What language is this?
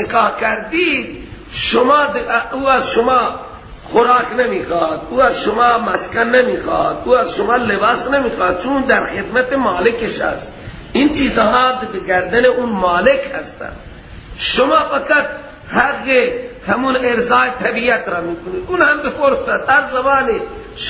Persian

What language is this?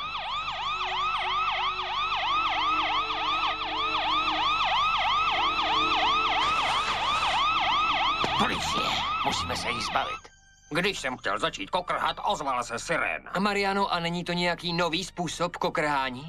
Czech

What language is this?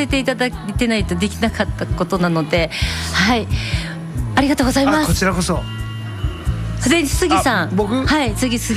Japanese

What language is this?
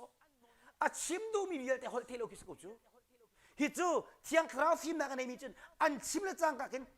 Hakha Chin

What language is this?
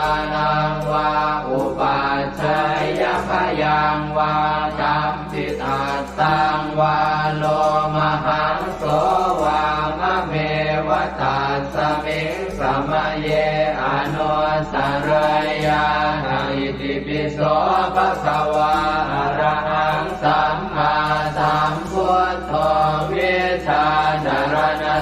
Pali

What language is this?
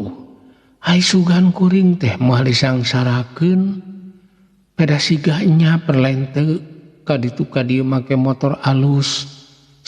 Sundanese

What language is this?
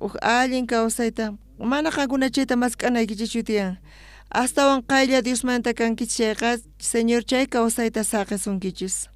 South Bolivian Quechua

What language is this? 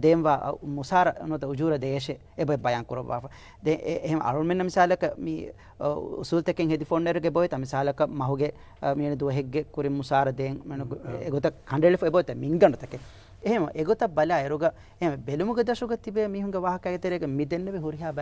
Divehi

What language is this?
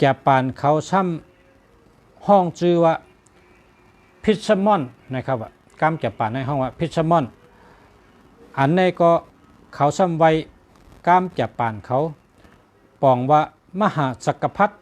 Shan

